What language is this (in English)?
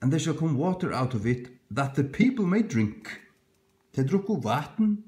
Faroese